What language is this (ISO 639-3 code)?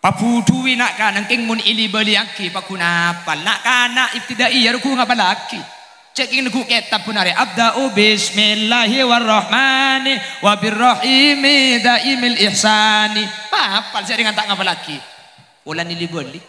mad